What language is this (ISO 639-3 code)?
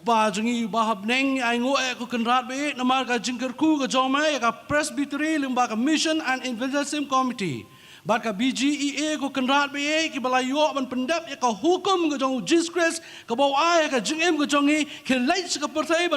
kha